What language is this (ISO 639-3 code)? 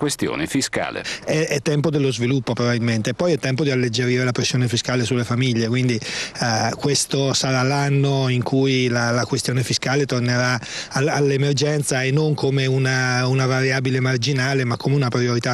ita